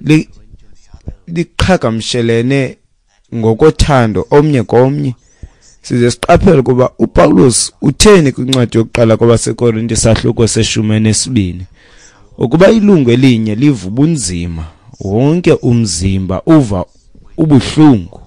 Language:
Xhosa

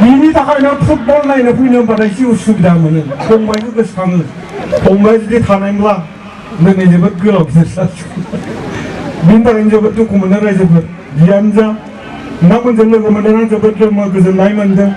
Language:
Bodo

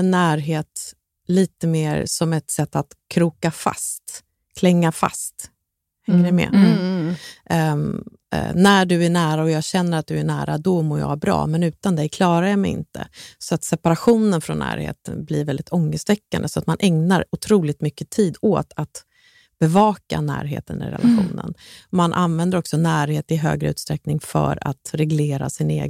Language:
Swedish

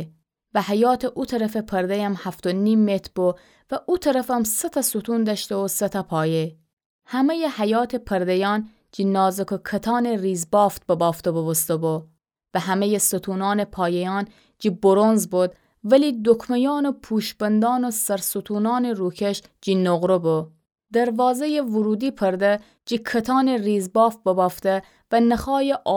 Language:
Gilaki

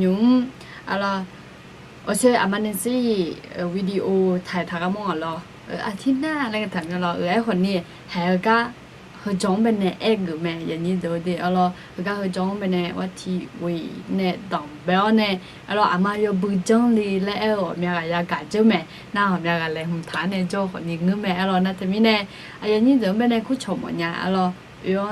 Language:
Akha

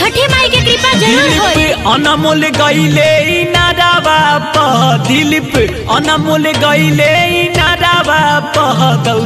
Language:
Bhojpuri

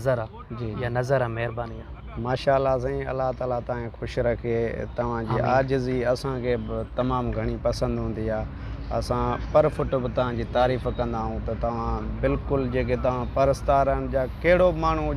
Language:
Sindhi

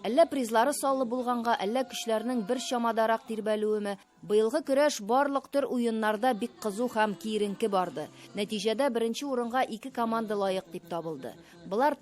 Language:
Tatar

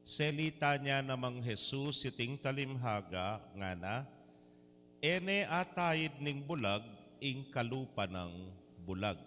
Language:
Pampanga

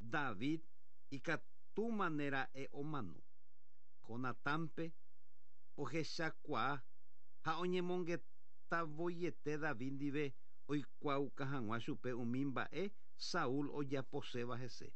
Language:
Guarani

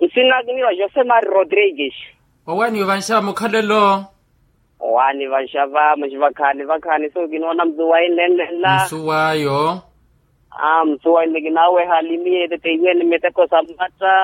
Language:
Makhuwa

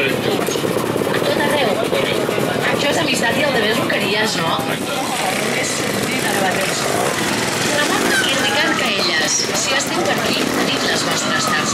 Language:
Catalan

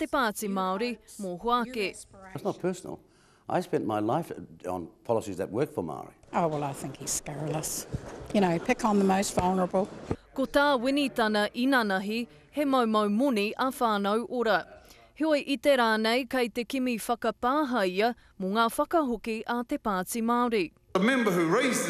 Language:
Māori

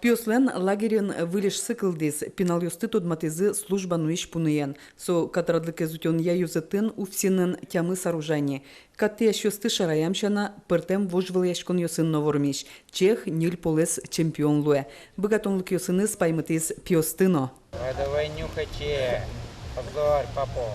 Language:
Udmurt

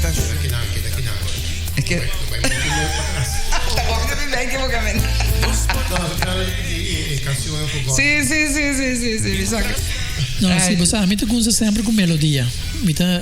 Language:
Papiamento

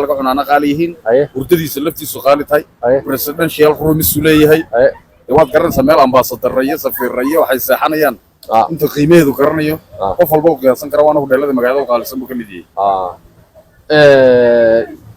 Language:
Somali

